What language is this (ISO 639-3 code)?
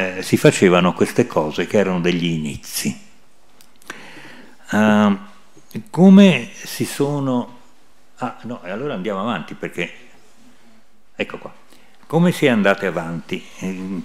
ita